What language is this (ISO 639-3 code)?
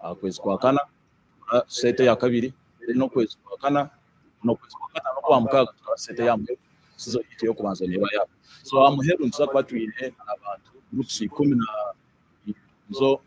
nyn